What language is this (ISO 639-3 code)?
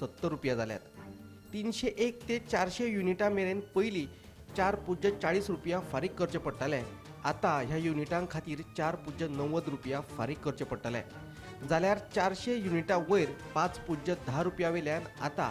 kok